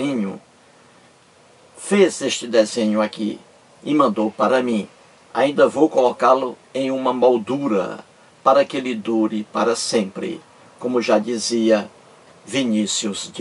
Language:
Portuguese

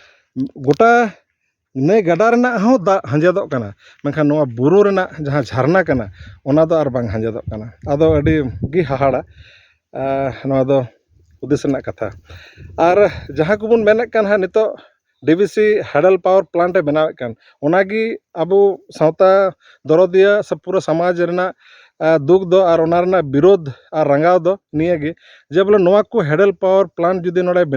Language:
Santali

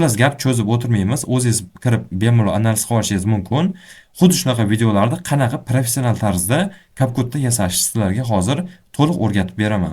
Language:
Uzbek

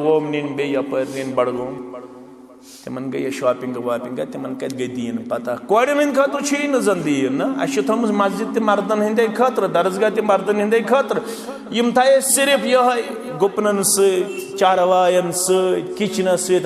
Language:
Kashmiri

